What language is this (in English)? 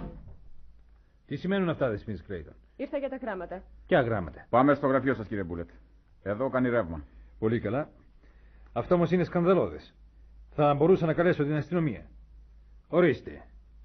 Greek